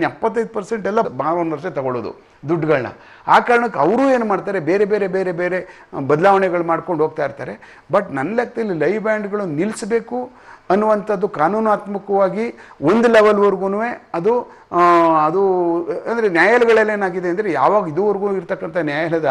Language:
Kannada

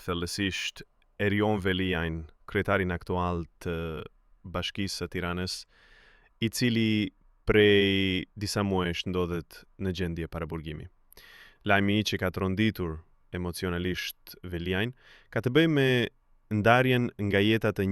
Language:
Albanian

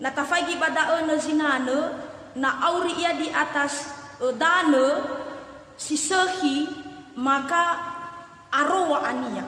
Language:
Nias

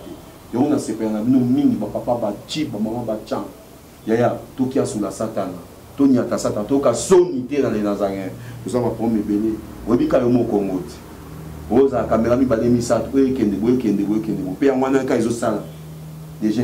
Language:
Lingala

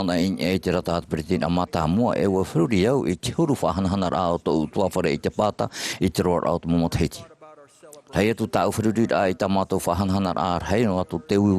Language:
Tahitian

